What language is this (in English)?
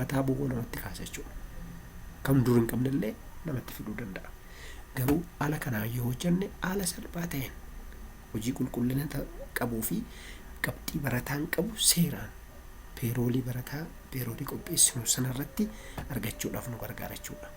Oromo